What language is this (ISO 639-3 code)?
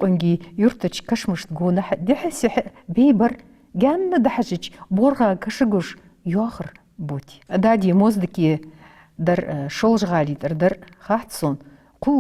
inh